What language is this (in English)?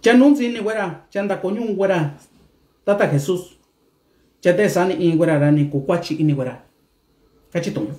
Mixtepec Mixtec